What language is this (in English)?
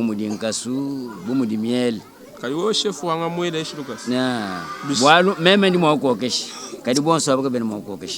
Luba-Lulua